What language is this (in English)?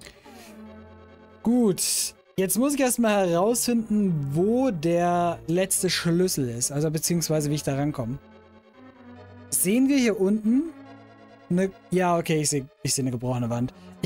German